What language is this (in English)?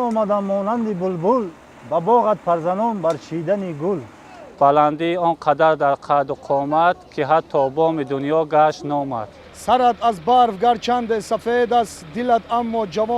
Tajik